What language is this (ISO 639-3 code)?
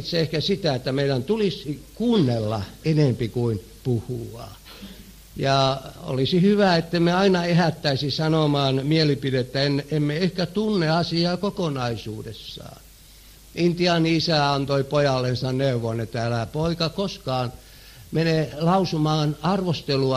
fin